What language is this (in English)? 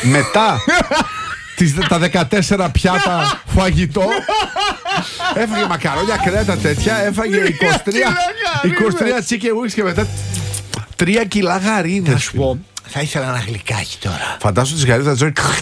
Greek